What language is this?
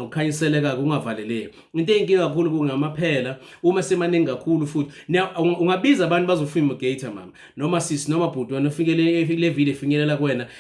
Zulu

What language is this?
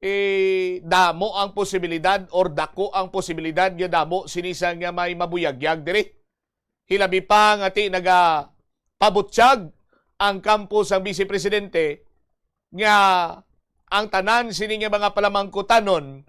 Hiligaynon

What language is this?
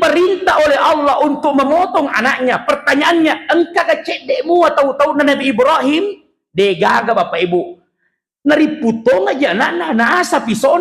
Buginese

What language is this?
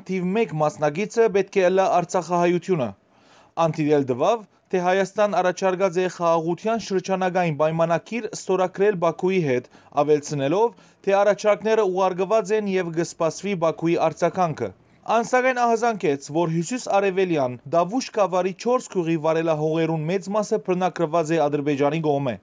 Western Armenian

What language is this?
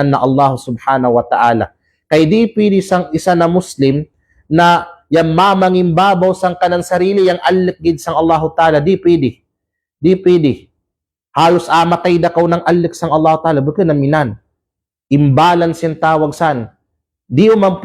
Kalagan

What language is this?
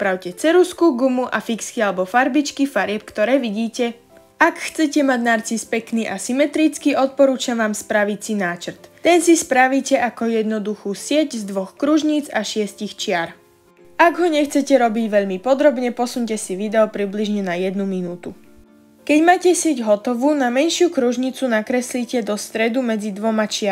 Slovak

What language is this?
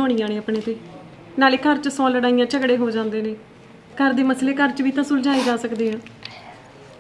Punjabi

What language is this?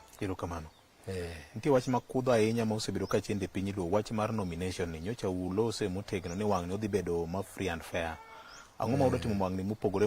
Luo (Kenya and Tanzania)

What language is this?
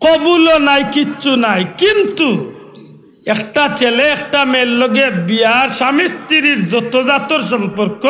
Sylheti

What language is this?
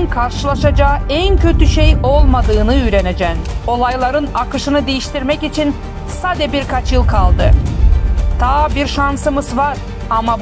Gagauz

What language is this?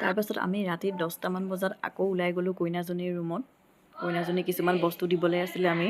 Assamese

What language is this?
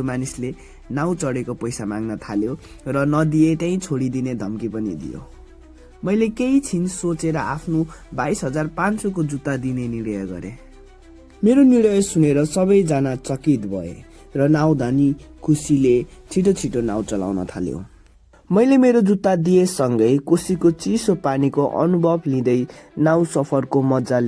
Nepali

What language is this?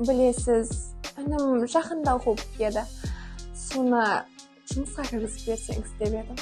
Kara-Kalpak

